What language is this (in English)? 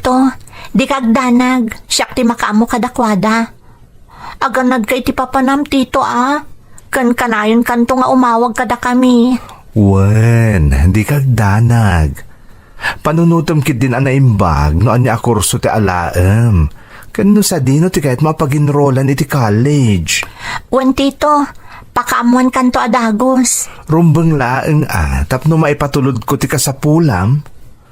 Iloko